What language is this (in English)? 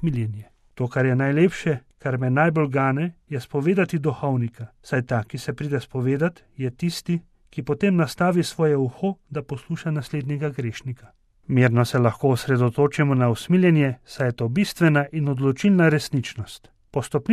Slovenian